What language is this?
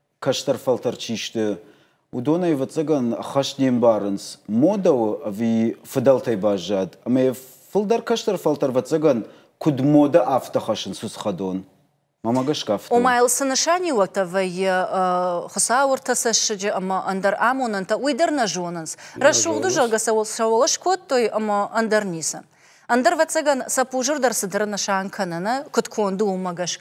Ossetic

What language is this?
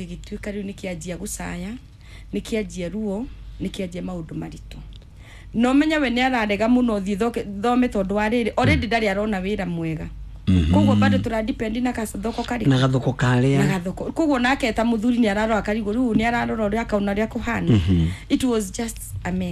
Kikuyu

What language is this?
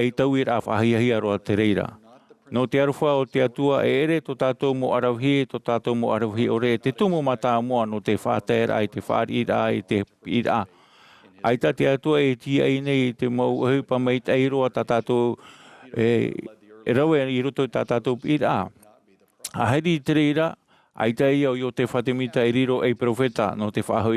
Tahitian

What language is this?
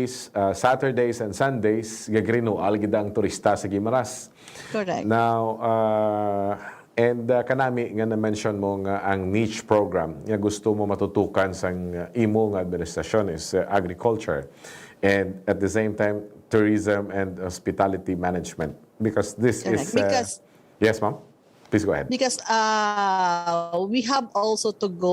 Hiligaynon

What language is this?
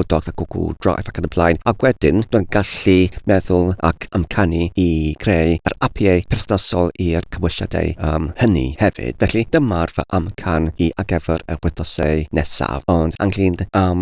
Welsh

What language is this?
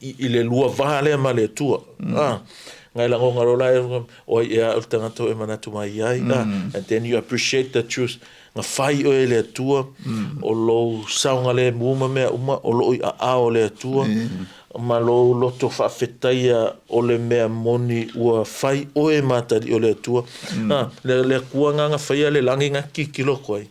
Samoan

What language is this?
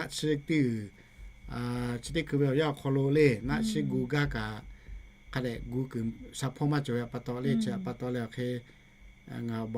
Lahu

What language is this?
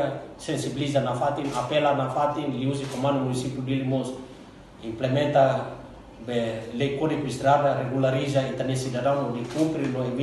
Tetum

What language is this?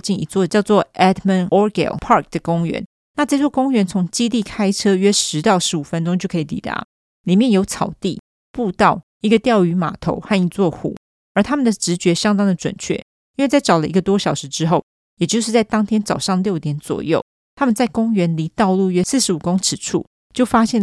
Chinese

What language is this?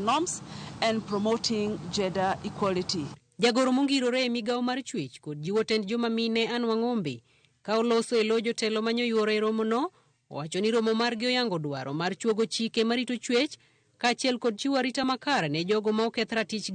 Luo (Kenya and Tanzania)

